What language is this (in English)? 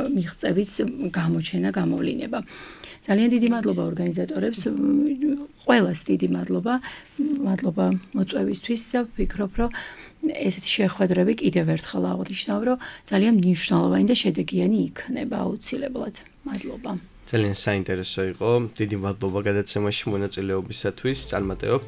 Georgian